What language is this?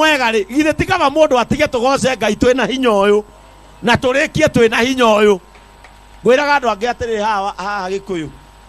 Kikuyu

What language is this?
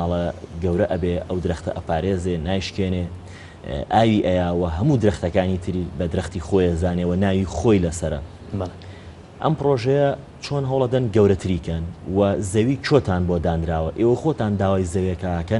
Central Kurdish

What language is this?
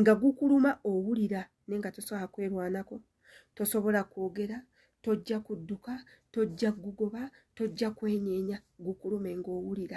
Ganda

